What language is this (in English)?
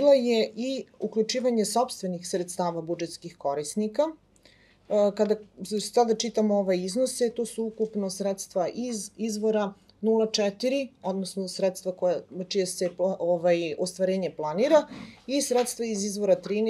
Serbian